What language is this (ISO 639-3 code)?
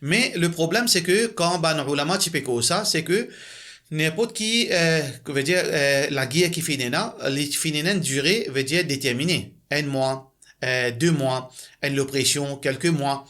mfe